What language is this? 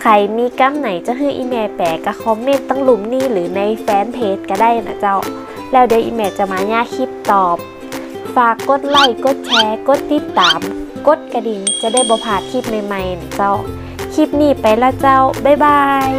Northern Thai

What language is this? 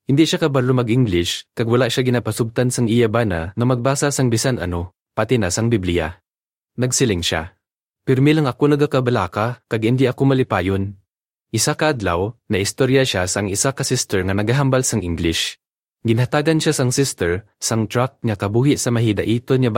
Hiligaynon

